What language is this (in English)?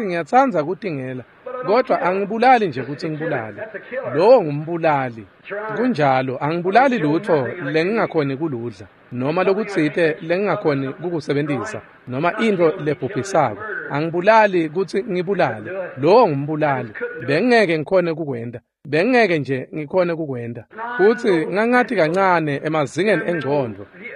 Swati